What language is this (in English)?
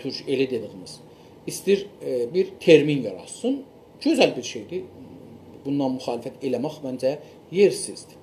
South Azerbaijani